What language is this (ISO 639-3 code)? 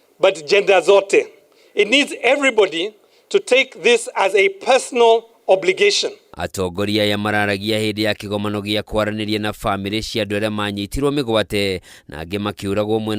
kik